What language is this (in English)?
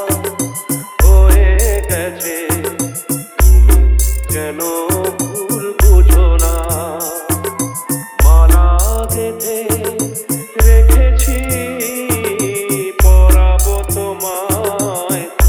Bangla